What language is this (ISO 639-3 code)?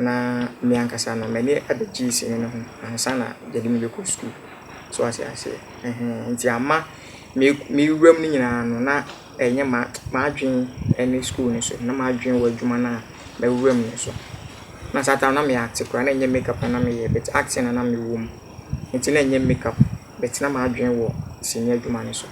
aka